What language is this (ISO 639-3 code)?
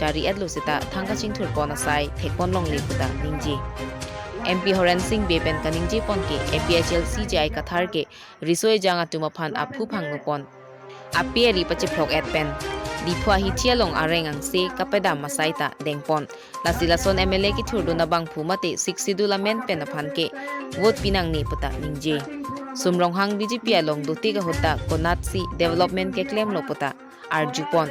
mjw